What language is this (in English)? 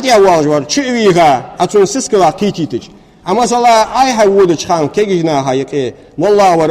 Ingush